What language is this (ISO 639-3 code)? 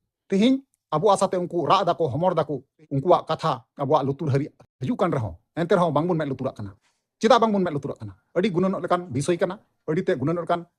sat